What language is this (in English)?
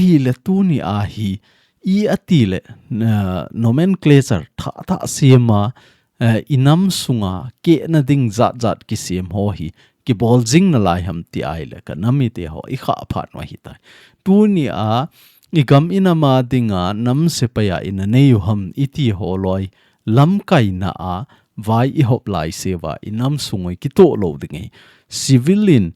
Thado Chin